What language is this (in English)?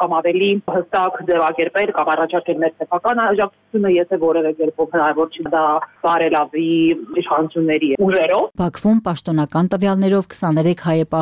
Armenian